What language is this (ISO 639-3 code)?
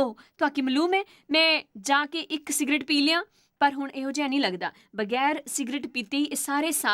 doi